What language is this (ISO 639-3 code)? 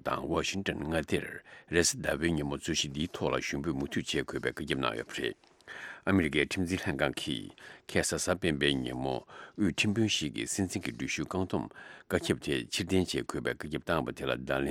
bod